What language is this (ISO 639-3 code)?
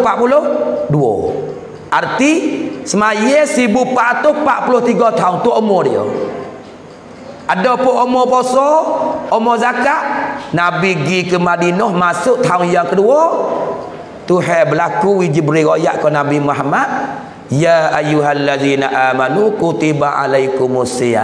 mfa